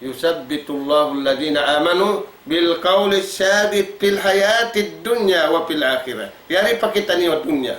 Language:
Tausug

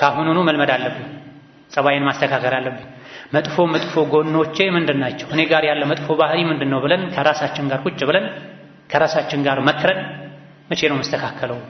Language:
Amharic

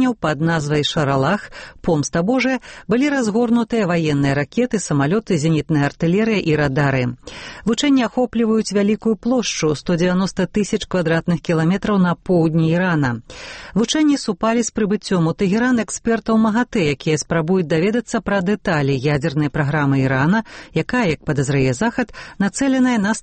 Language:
Belarusian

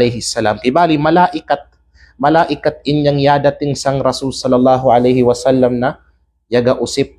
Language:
Kalagan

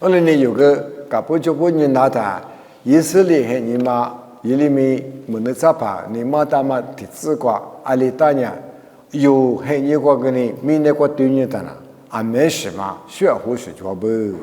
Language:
Lisu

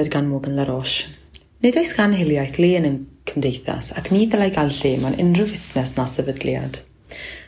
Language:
Welsh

